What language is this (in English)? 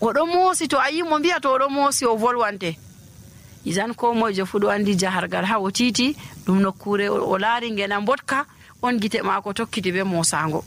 Nigerian Fulfulde